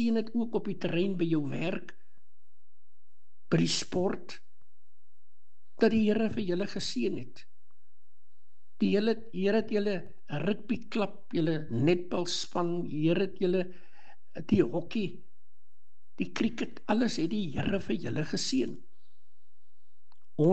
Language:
Afrikaans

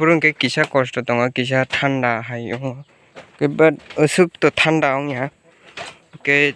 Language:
Kok Borok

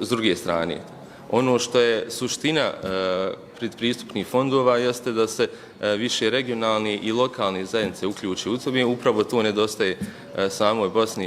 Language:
Bosnian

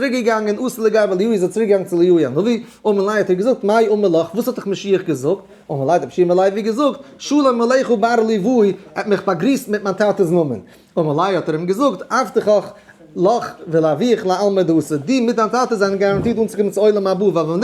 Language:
Yiddish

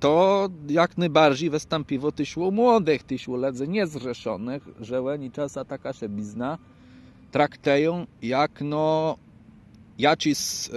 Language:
Kashubian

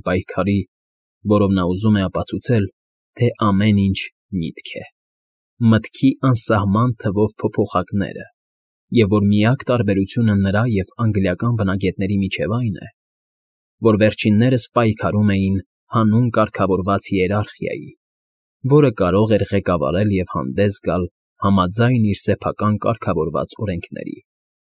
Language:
Armenian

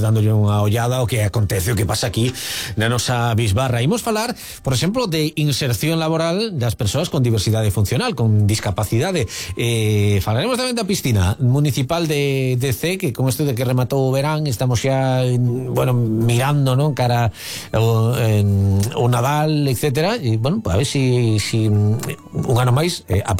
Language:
Galician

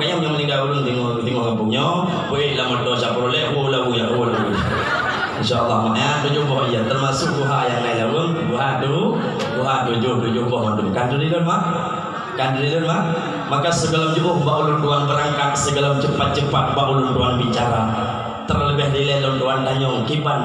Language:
Achinese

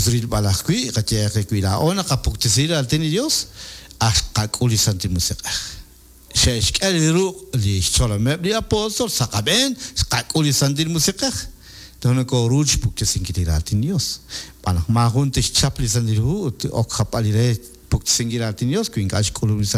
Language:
Kekchí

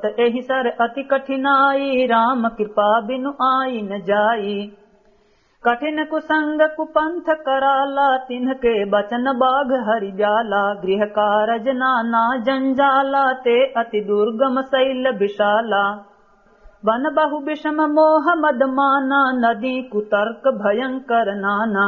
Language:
Awadhi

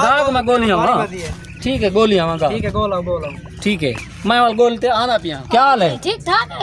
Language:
Saraiki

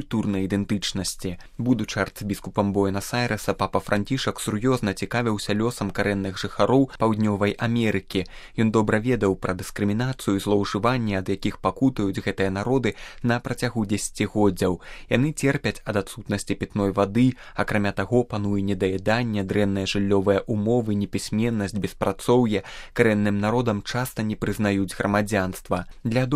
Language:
Belarusian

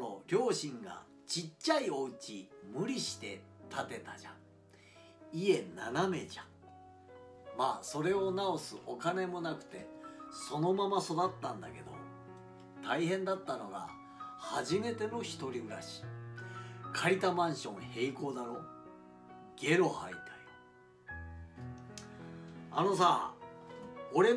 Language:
Japanese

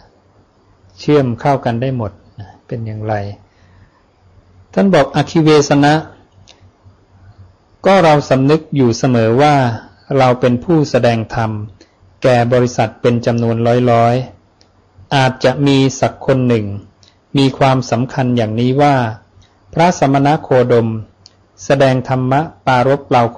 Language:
Thai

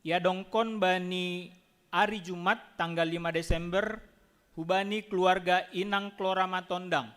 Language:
Batak Simalungun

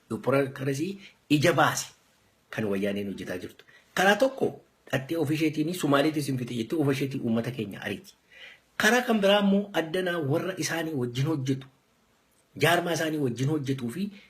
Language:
Oromo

